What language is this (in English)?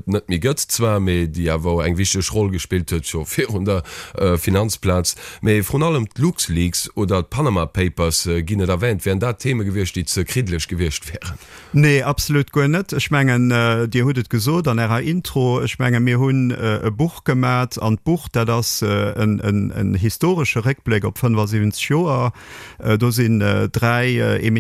Luxembourgish